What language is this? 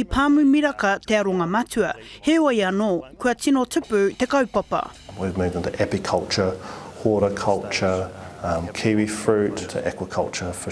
Māori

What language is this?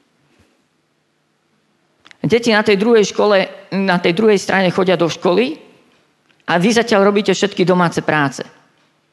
Slovak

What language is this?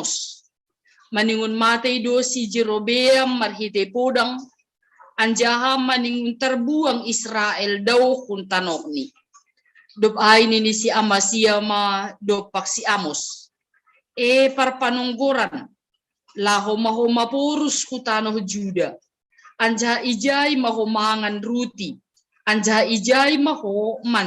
Batak Simalungun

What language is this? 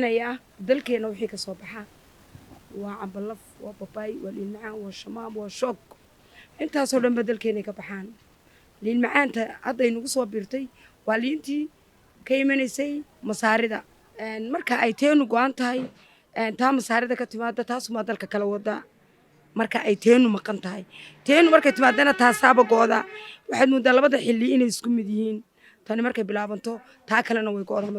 Somali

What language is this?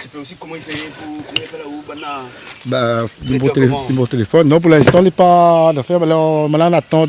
Réunion Creole French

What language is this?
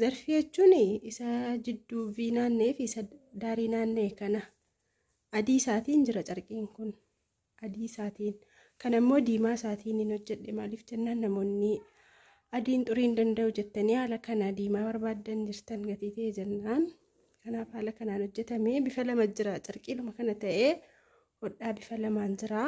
Oromo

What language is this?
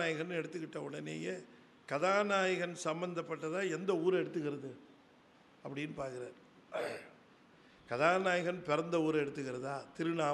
Tamil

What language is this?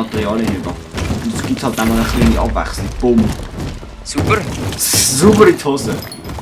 Swiss German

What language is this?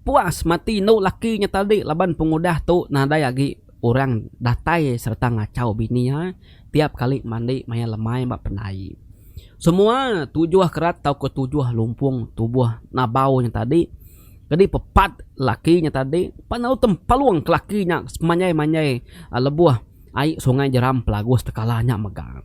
Iban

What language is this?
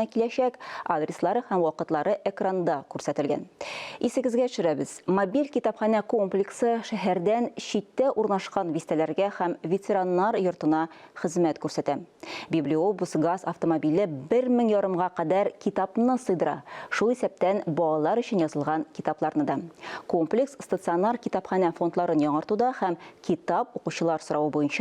Tatar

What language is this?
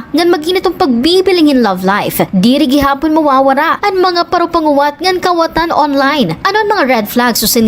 Waray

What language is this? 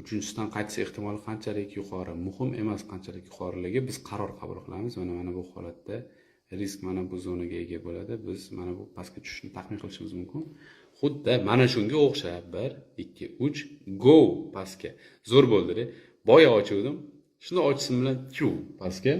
Uzbek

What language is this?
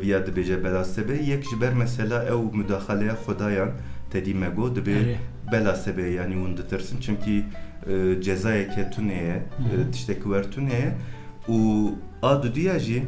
Kurdish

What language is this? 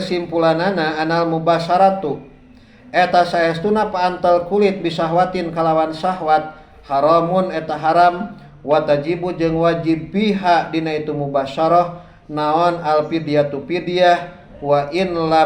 Sundanese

